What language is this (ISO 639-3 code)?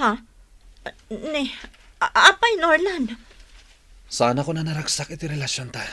ilo